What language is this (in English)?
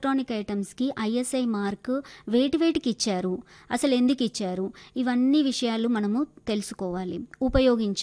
Telugu